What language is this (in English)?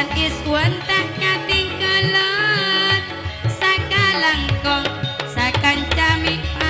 Madurese